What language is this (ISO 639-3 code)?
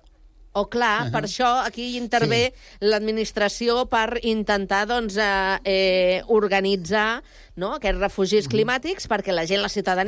cat